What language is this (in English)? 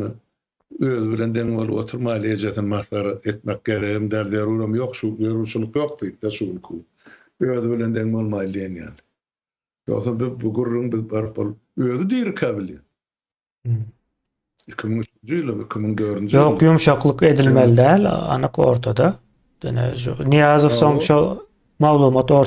Turkmen